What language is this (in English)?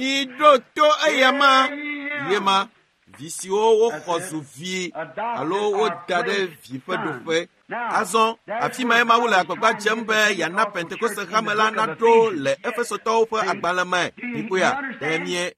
Ewe